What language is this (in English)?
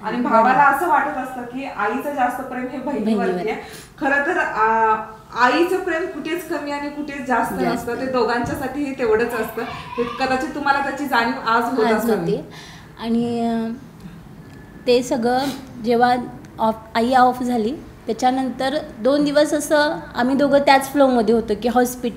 Marathi